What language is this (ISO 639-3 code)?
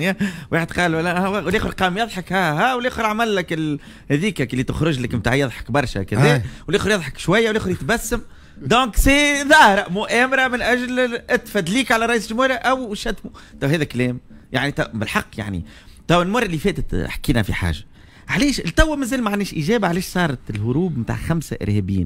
aeb